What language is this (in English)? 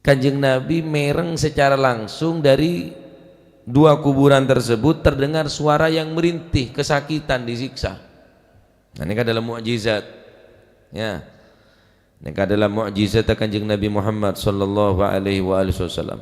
Madurese